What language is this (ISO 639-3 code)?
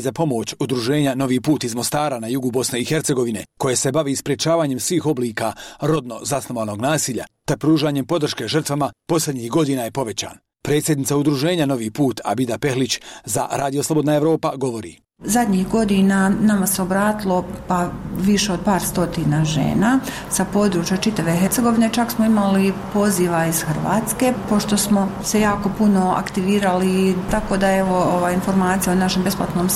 bos